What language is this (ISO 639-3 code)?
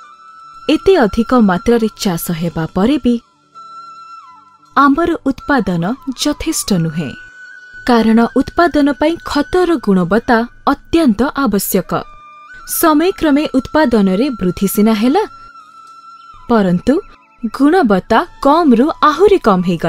ori